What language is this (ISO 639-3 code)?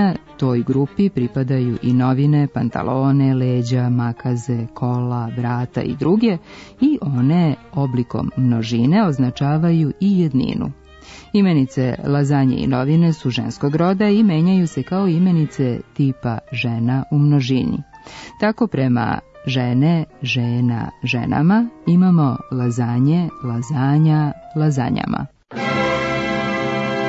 srp